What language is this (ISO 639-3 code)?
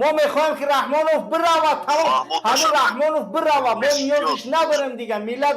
tgk